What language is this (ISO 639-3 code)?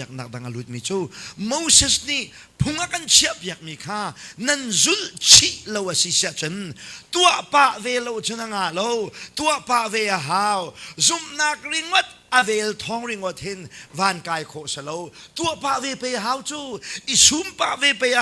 cnh